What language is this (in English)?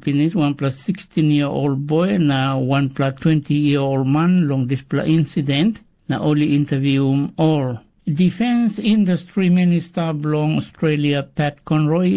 Tok Pisin